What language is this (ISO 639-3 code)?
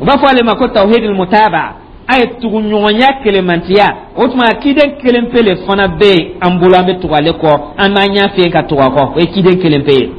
dyu